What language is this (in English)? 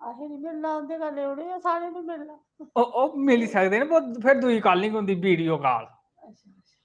Dogri